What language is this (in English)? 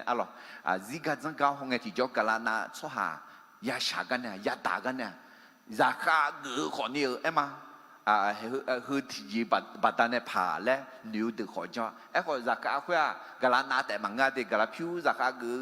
Akha